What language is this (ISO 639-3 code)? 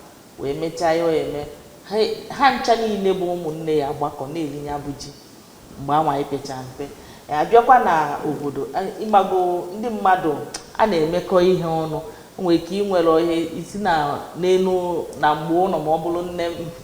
ibo